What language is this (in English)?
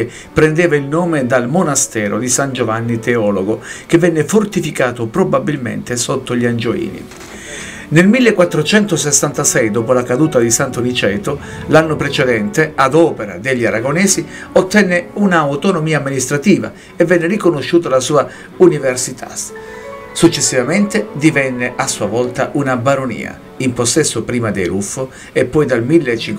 Italian